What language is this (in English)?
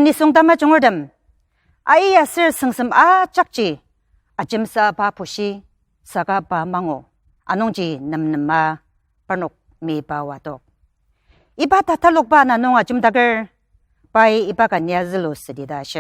Ao Naga